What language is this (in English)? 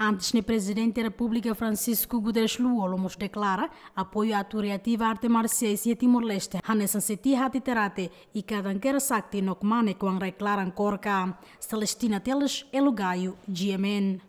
Tetum